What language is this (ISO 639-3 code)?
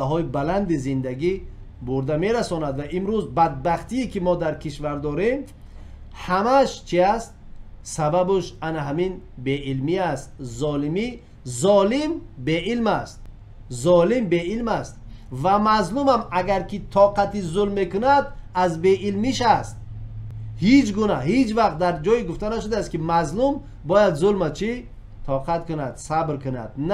tgk